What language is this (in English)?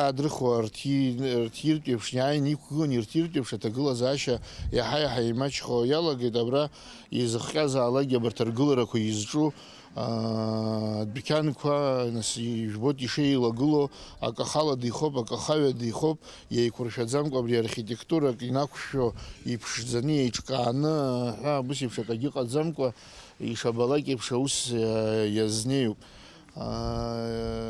Abkhazian